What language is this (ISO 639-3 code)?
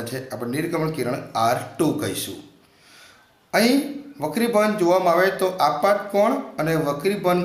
guj